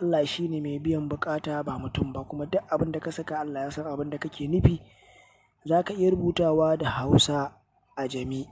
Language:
Hausa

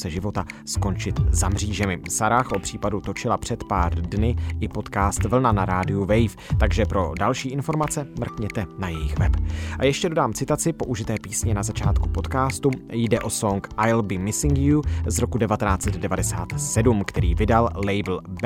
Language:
Czech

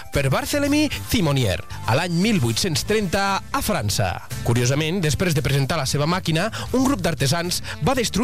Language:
Catalan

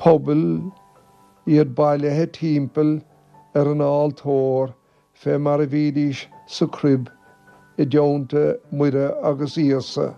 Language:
Irish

